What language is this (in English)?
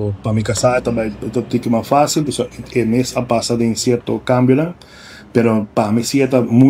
Papiamento